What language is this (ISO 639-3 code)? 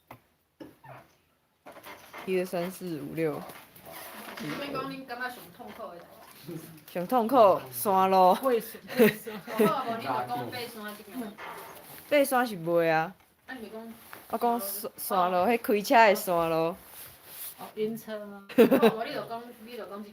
nan